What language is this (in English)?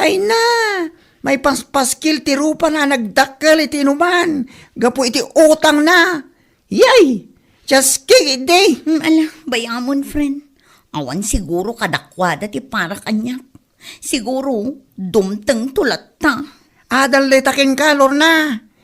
Iloko